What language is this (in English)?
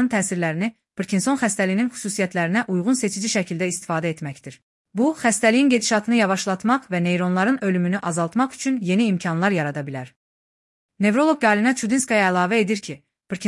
Azerbaijani